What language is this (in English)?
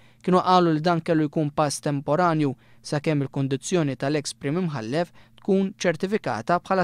Maltese